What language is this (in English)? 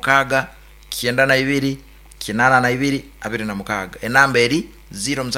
Nyankole